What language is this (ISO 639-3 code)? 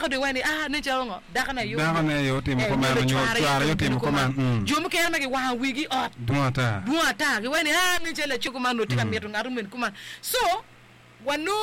ach